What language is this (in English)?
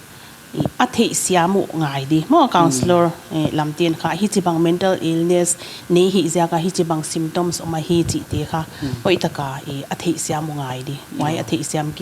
Paite Chin